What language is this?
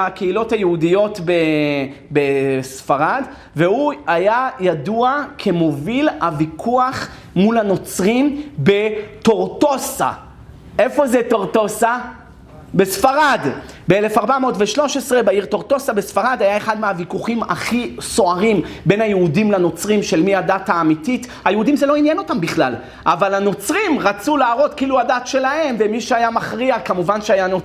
Hebrew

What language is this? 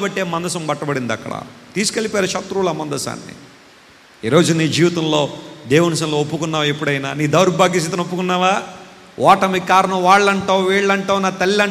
Telugu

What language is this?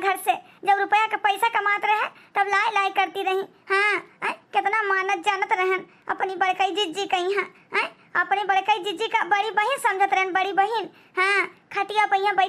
Awadhi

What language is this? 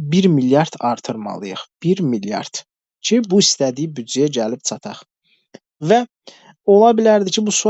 Azerbaijani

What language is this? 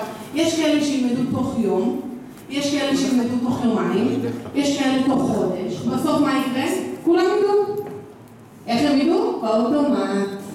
Hebrew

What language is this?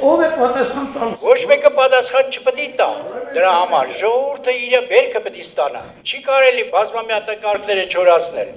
Armenian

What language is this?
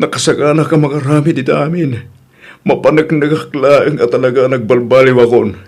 Iloko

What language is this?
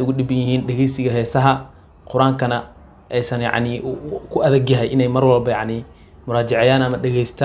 Somali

